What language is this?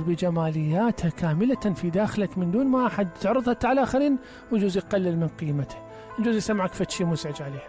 Mesopotamian Arabic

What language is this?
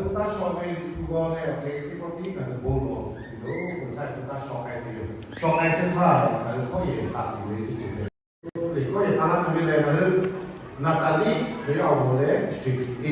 Lahu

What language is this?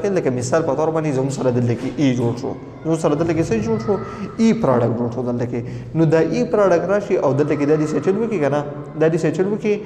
Pashto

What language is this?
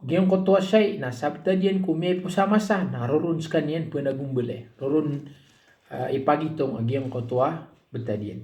Maranao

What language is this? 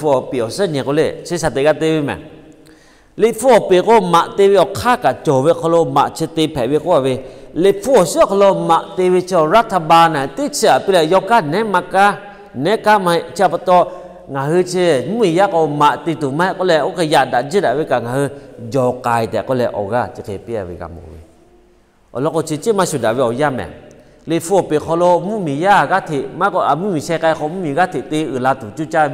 Lahu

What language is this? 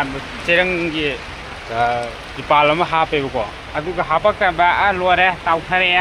Manipuri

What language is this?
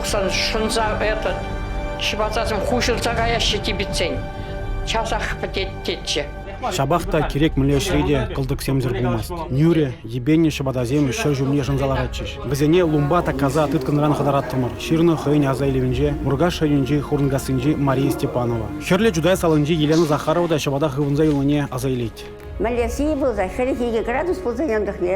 Chuvash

